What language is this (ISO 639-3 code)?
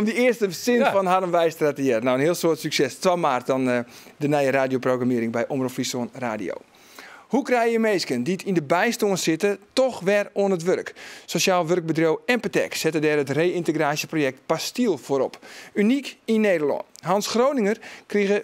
fry